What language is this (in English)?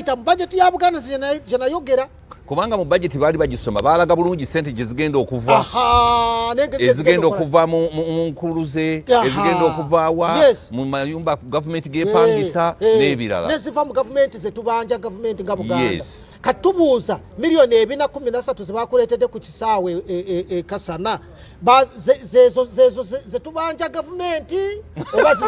Ganda